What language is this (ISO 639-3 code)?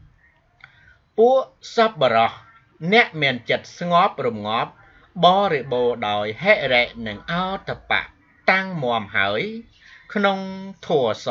khm